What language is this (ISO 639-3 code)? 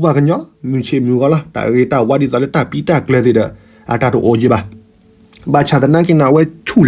ksw